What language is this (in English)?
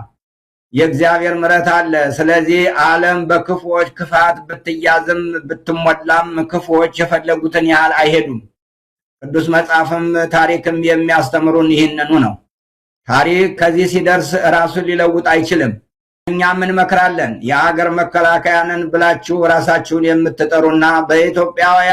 Amharic